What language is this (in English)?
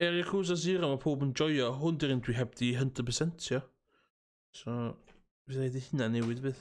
Welsh